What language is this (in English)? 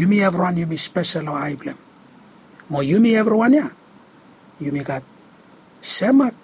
Bislama